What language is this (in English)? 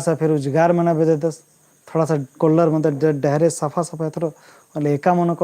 Kurukh